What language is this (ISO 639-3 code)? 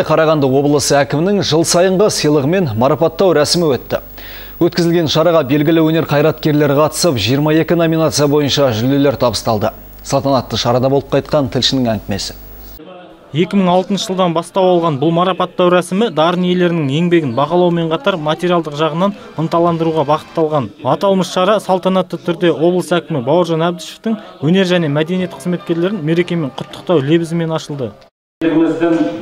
kaz